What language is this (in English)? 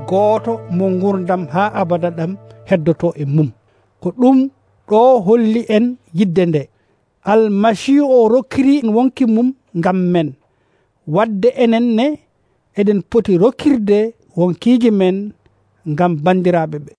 Nigerian Fulfulde